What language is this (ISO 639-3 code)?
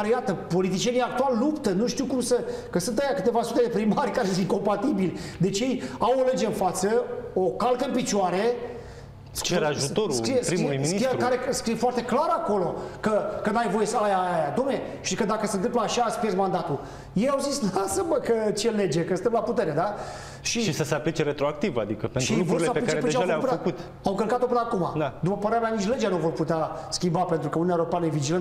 ron